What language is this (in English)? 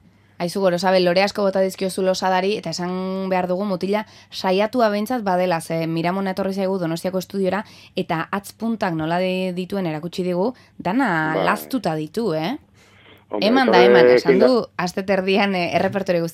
Basque